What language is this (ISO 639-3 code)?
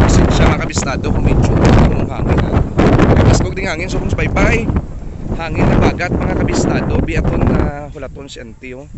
hil